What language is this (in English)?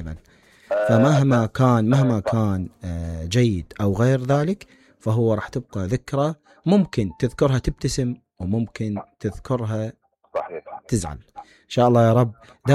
Mesopotamian Arabic